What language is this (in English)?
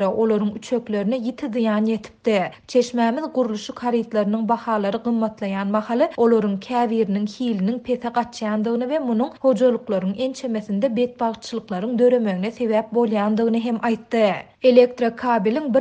Turkmen